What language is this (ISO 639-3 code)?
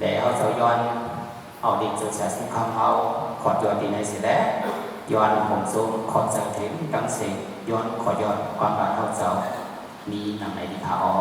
shn